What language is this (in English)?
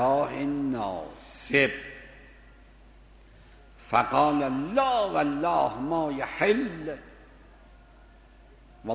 Persian